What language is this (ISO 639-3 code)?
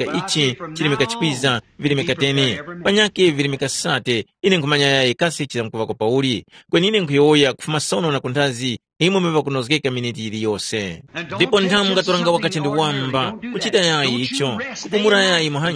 tum